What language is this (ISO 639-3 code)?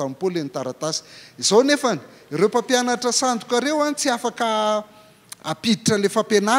mlg